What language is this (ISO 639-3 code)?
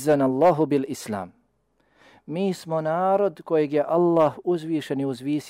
bos